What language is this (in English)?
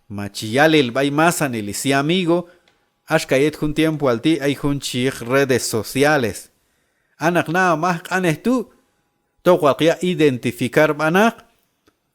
Q'anjob'al